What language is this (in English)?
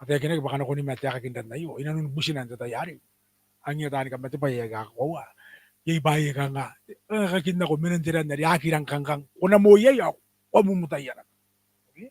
Gilbertese